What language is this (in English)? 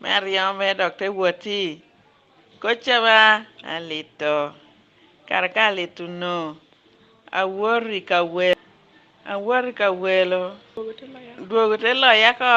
Lango (Uganda)